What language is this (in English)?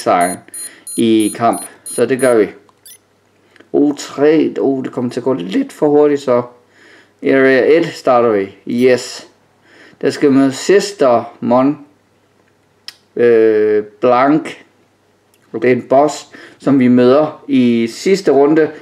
Danish